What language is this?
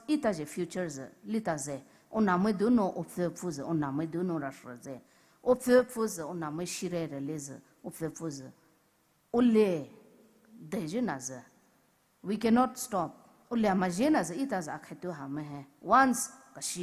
Poumei Naga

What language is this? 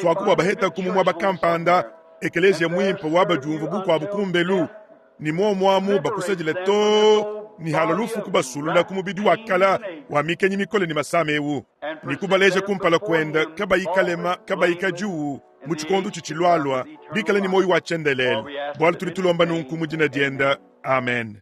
Luba-Lulua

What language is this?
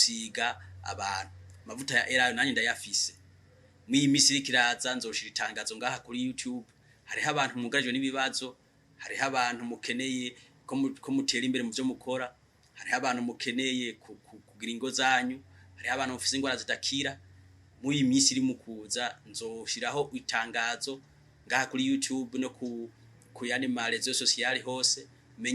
Rundi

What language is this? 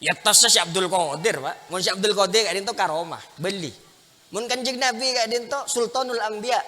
Madurese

